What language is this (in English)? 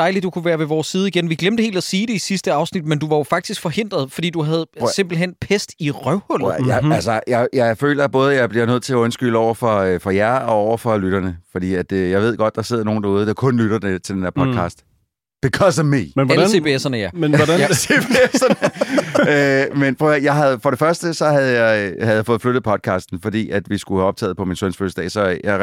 Danish